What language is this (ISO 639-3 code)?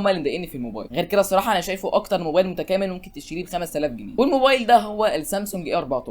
arz